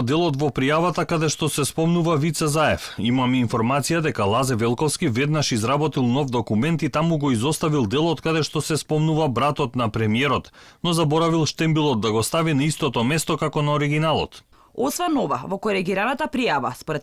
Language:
Macedonian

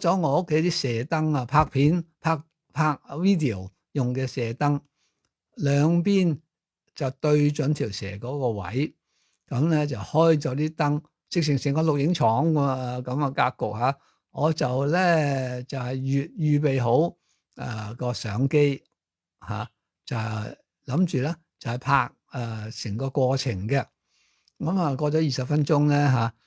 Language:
Cantonese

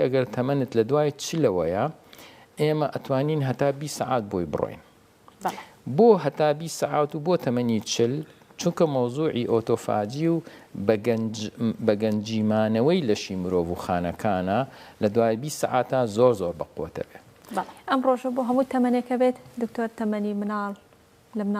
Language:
Central Kurdish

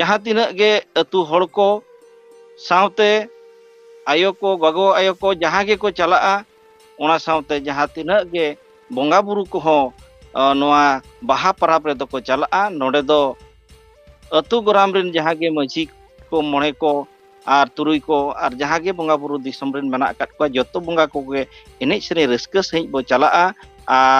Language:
Santali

